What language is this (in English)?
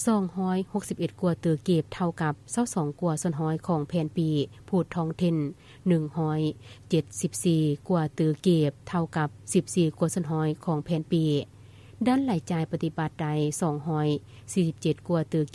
Lao